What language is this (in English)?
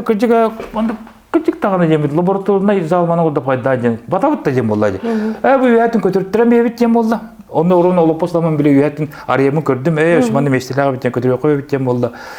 Yakut